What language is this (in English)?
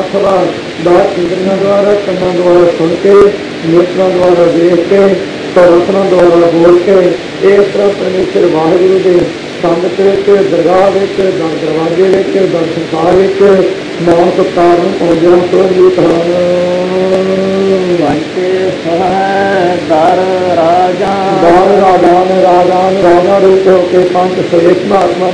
Punjabi